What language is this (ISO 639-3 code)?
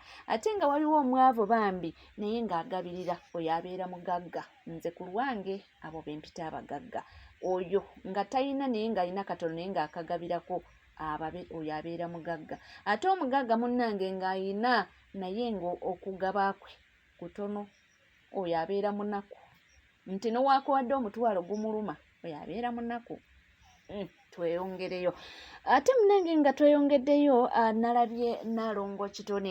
lug